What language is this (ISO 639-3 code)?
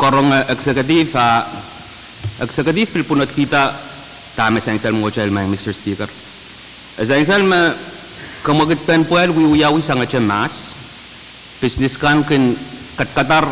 pon